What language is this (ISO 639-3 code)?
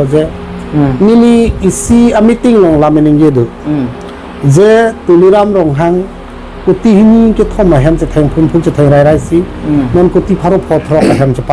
mjw